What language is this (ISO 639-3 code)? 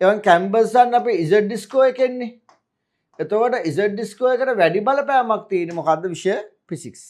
sin